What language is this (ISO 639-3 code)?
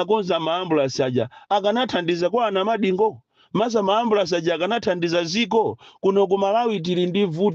nya